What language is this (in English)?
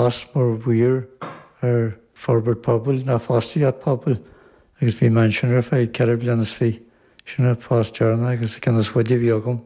Irish